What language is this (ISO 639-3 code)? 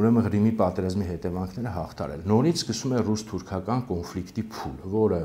hye